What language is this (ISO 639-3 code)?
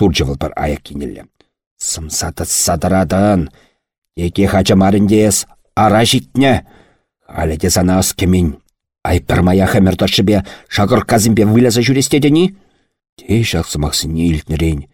chv